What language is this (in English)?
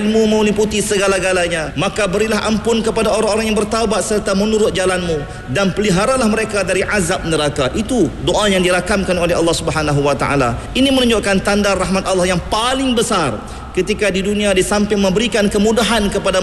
Malay